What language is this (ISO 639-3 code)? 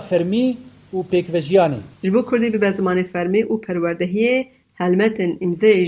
kur